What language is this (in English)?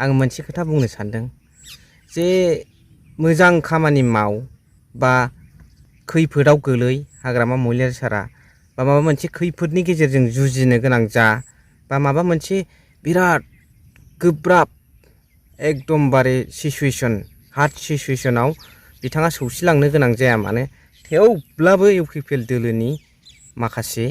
Bodo